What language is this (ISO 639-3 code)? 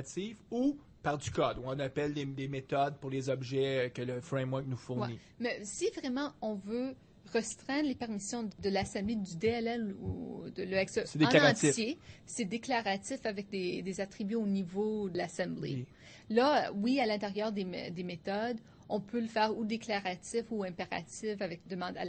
fra